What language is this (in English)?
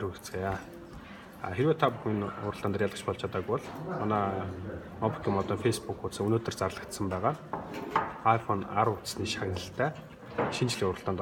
Mongolian